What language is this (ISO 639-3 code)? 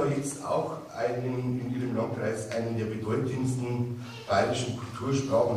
bar